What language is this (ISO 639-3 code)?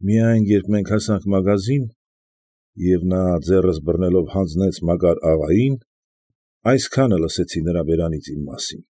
hye